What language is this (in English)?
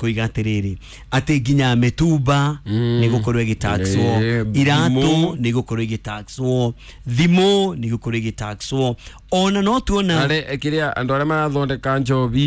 Kikuyu